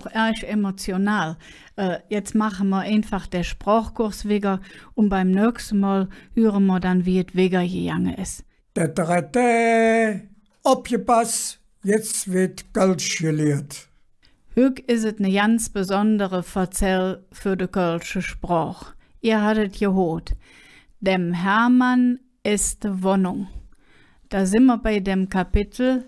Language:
Colognian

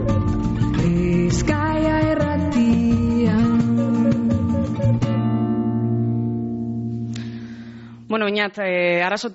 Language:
Basque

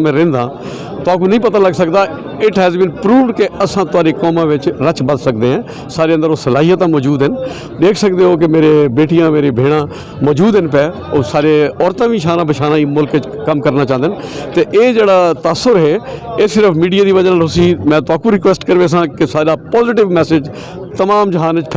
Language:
Saraiki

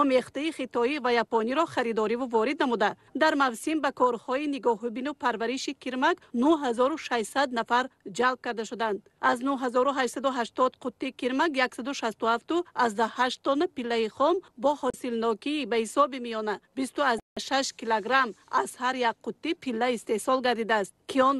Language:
Tajik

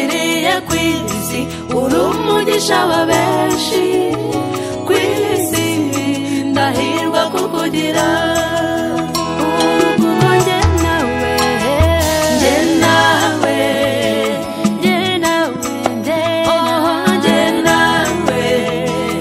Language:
Kinyarwanda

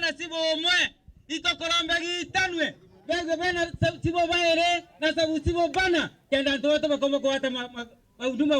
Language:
Meru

